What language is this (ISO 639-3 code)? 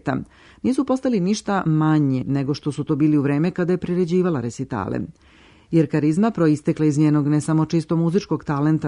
srp